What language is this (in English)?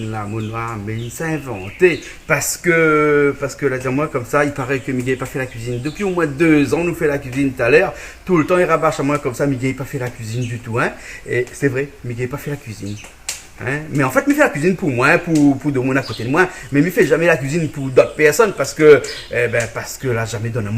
Réunion Creole French